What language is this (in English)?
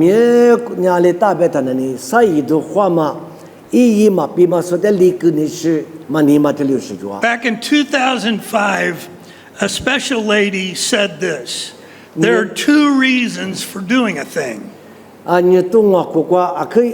Lisu